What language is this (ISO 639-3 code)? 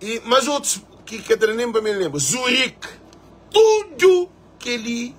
kea